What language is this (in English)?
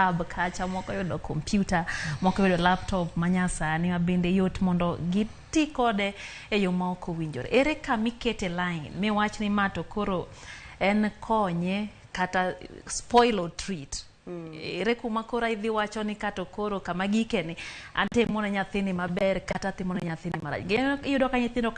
Luo (Kenya and Tanzania)